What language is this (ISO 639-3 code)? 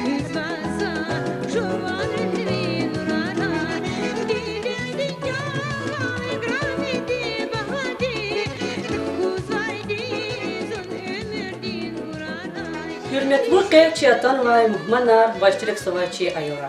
lez